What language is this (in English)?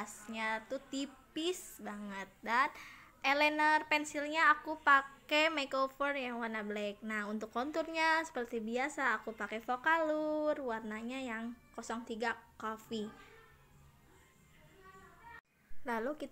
Indonesian